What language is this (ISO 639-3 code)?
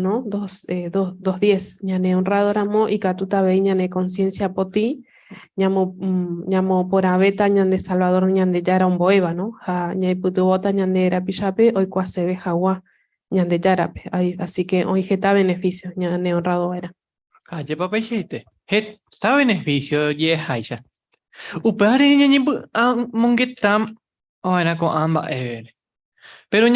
grn